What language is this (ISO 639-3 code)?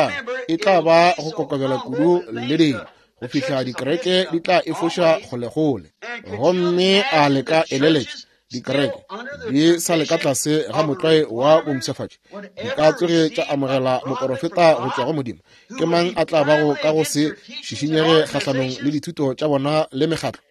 nso